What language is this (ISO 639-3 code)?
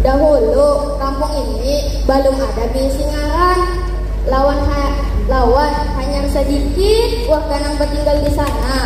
bjn